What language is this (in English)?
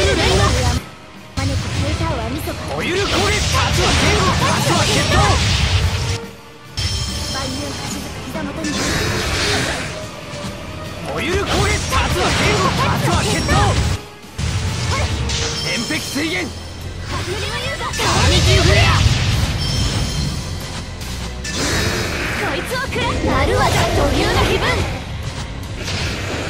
Japanese